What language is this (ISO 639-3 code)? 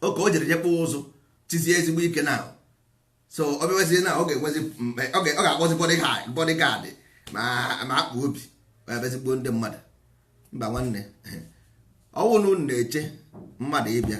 ibo